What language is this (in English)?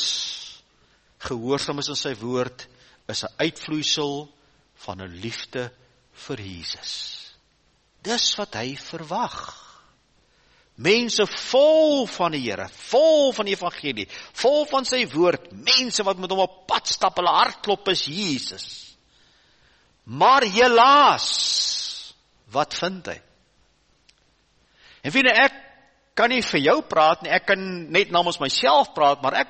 Afrikaans